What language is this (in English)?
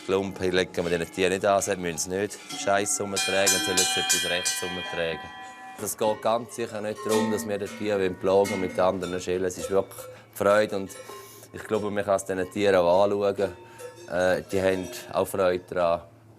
Swiss German